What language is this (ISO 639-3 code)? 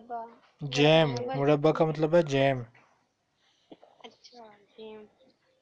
urd